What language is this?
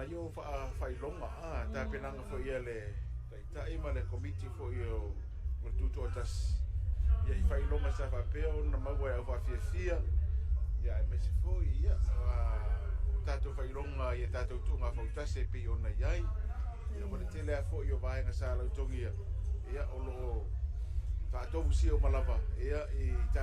Samoan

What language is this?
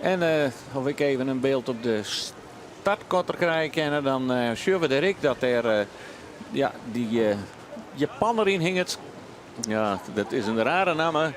Western Frisian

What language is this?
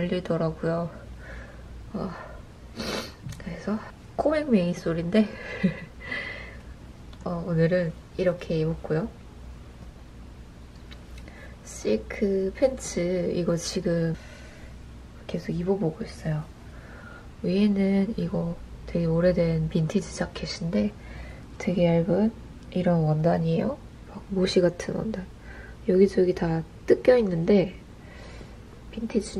Korean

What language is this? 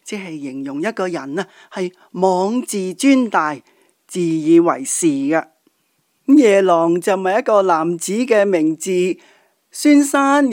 Cantonese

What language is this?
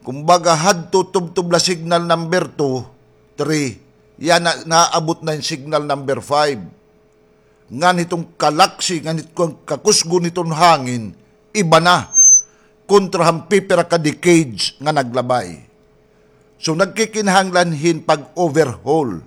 Waray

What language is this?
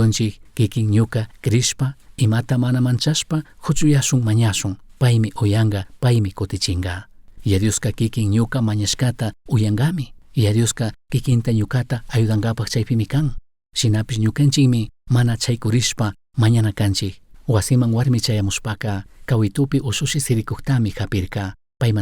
Chimborazo Highland Quichua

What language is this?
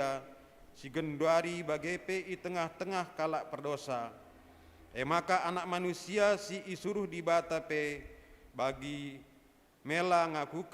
Batak Karo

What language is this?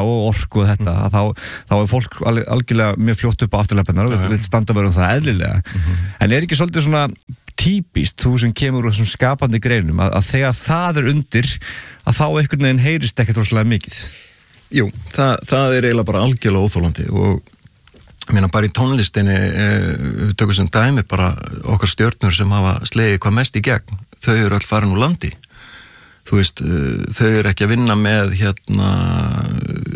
Icelandic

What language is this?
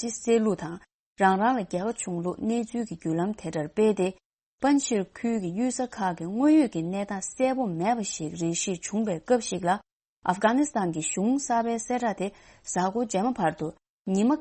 Tibetan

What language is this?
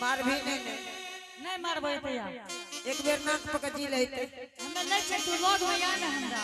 Angika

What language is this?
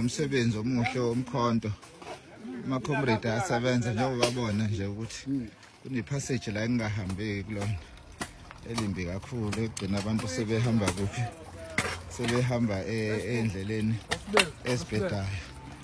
Zulu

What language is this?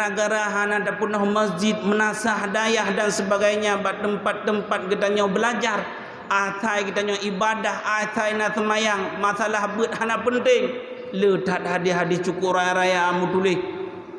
Achinese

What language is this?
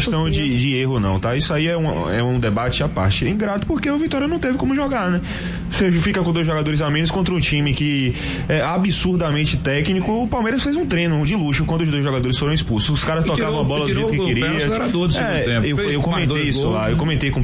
Portuguese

